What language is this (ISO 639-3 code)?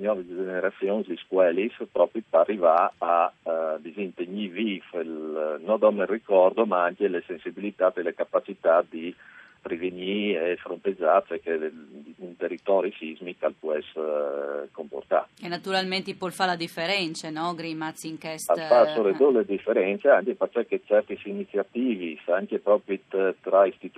fur